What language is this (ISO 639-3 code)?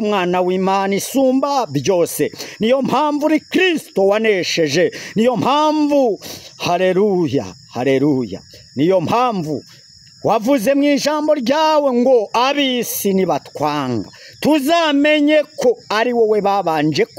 kin